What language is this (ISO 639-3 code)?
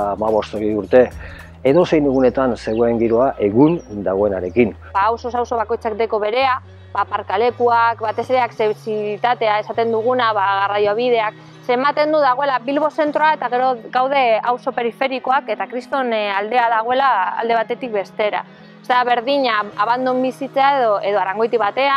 eus